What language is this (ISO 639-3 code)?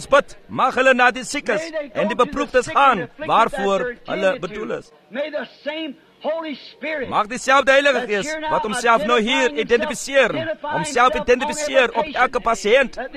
afr